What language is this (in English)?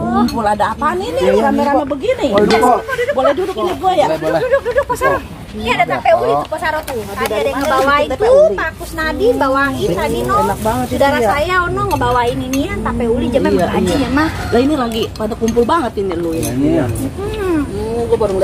Betawi